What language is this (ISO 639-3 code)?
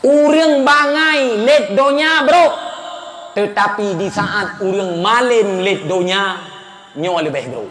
ace